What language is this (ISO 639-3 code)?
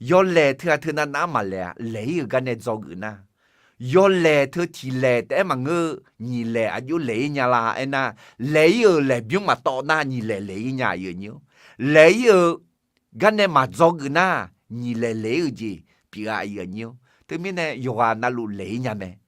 ahk